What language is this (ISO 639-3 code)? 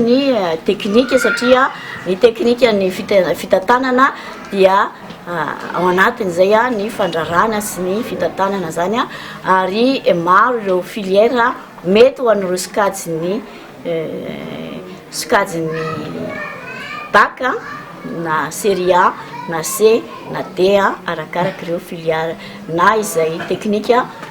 mlg